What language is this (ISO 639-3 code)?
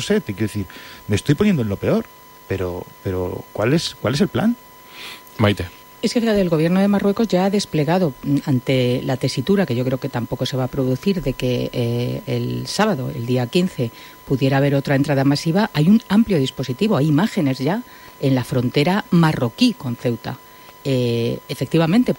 spa